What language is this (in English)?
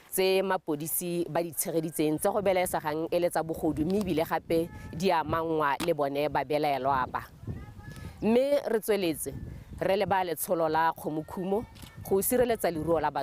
Tswana